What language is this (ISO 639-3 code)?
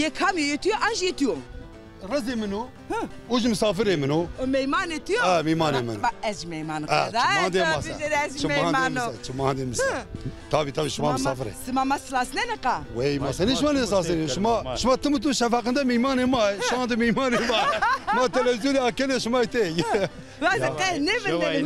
zza